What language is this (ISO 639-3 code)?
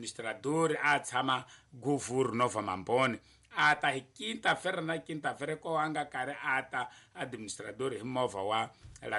tso